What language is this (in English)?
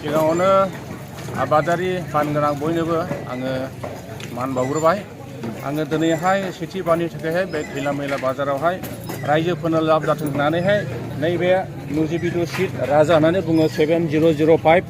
Bodo